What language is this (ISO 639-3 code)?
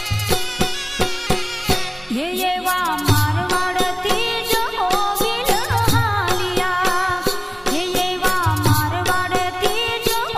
guj